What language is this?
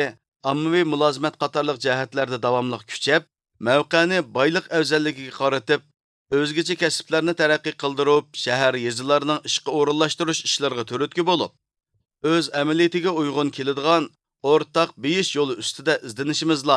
Uyghur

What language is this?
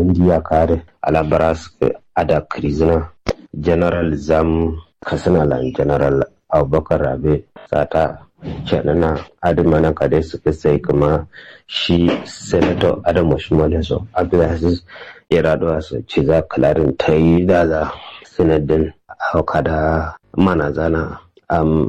Kanuri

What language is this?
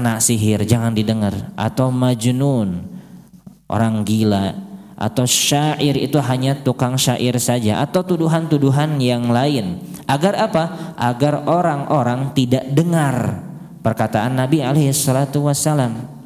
Indonesian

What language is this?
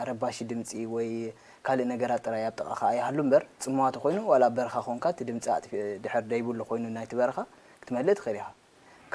Tigrinya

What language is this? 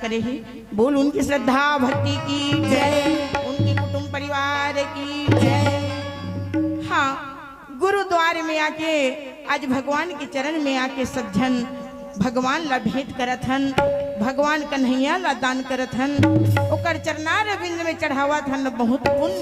Chhattisgarhi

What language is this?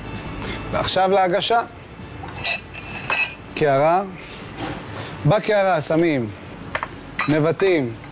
Hebrew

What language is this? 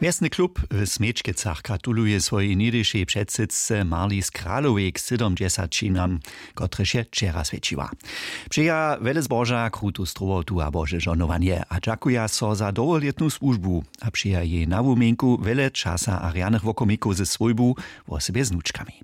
Upper Sorbian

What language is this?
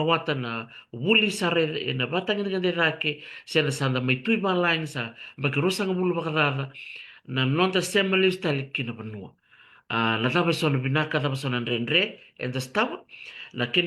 Fijian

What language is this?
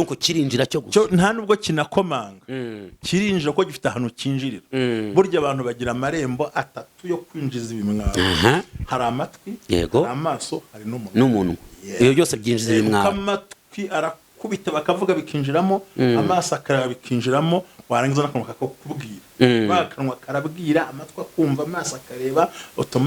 Kinyarwanda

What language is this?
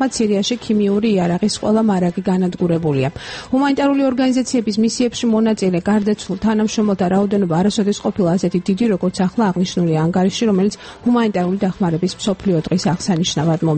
Georgian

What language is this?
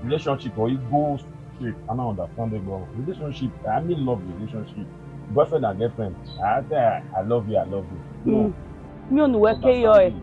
Bini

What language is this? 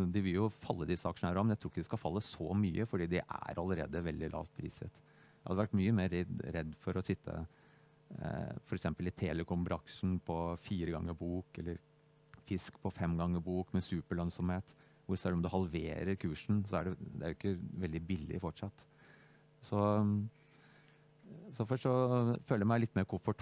Norwegian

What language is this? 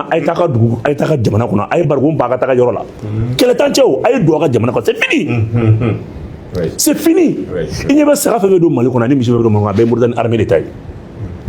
Bambara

